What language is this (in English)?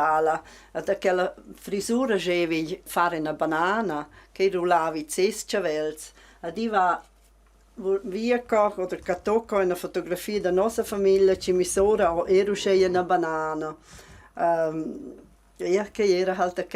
Romansh